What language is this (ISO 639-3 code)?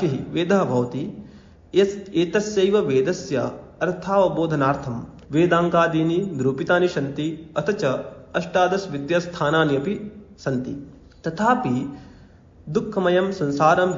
san